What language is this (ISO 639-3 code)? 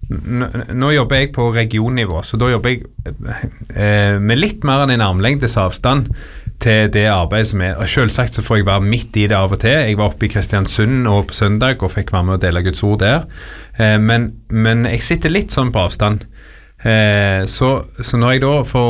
nor